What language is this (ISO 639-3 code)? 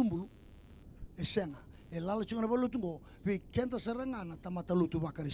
fij